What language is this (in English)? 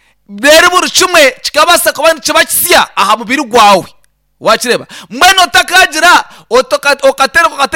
Nyankole